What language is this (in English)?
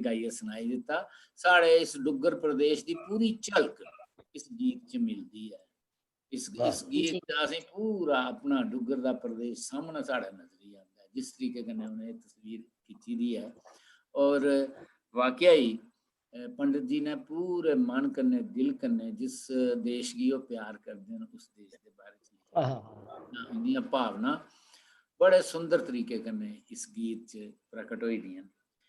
Dogri